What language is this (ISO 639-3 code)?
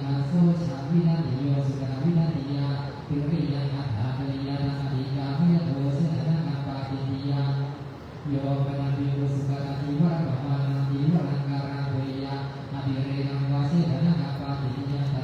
pli